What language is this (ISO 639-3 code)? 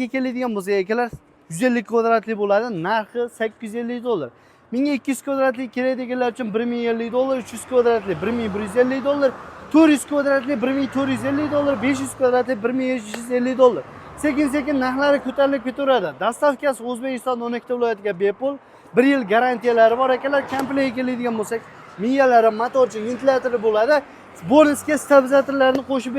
uzb